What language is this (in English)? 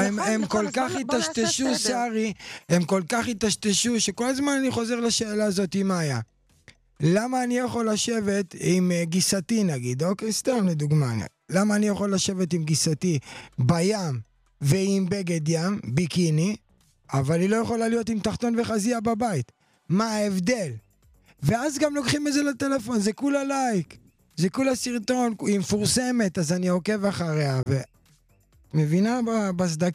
Hebrew